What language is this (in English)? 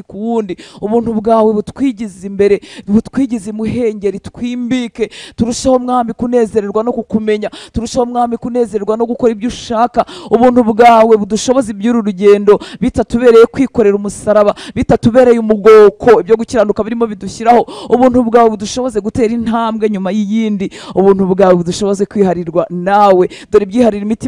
Kinyarwanda